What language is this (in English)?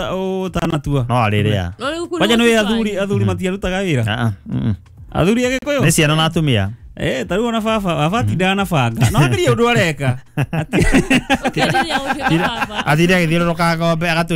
Kikuyu